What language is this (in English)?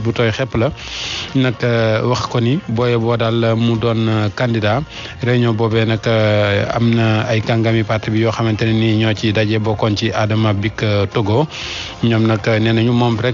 Wolof